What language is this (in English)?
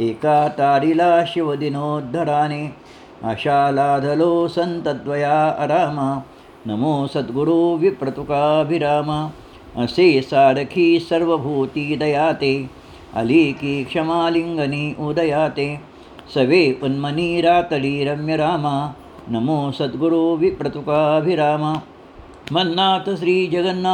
Marathi